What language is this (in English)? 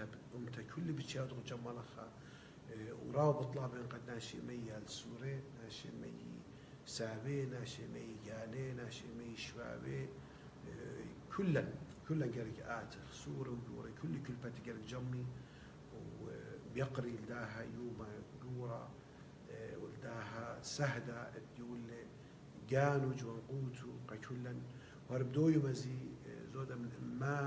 Assyrian Neo-Aramaic